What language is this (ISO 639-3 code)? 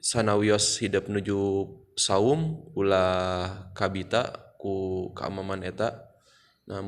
sun